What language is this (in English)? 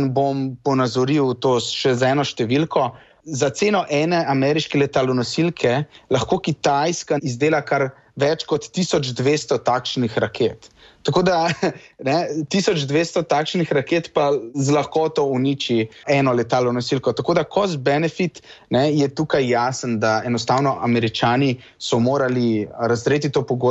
Slovenian